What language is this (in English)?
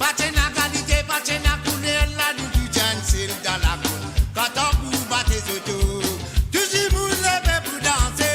Morisyen